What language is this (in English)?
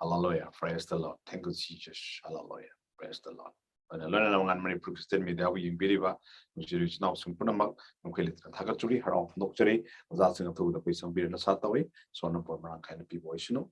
Manipuri